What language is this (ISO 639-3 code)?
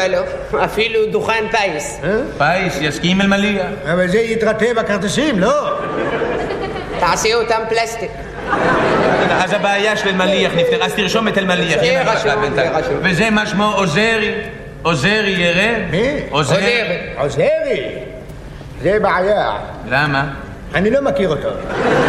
heb